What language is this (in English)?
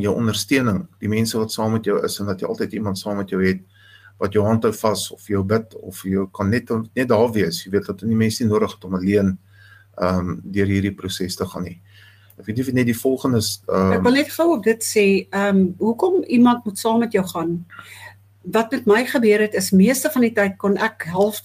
Afrikaans